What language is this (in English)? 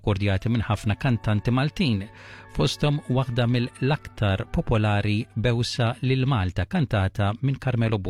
Maltese